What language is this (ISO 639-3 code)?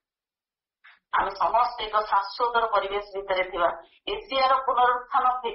ori